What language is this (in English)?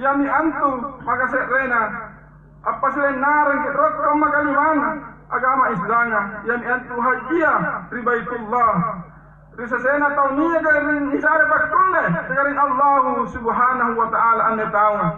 Makasar